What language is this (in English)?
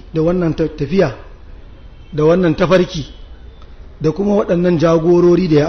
Hausa